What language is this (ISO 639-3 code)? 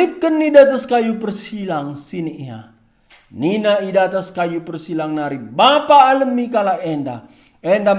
btx